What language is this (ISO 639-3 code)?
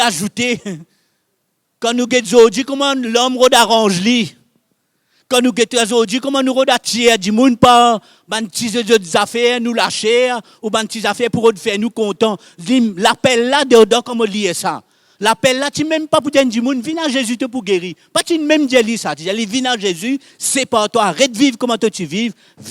mfe